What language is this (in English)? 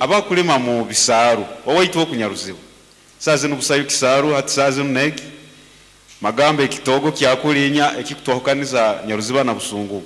Nyankole